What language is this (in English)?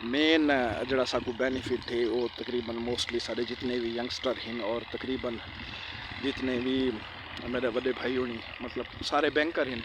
Saraiki